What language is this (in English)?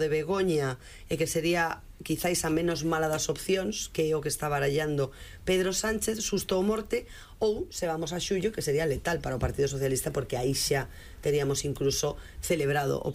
Galician